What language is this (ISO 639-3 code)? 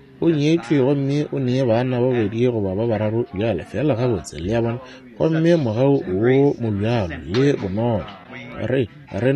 nso